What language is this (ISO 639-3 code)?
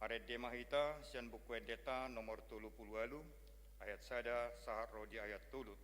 bbc